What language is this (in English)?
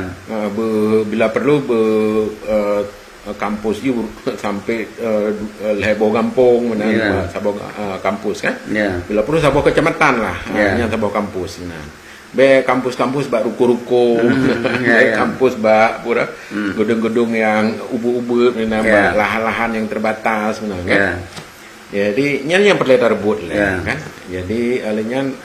Achinese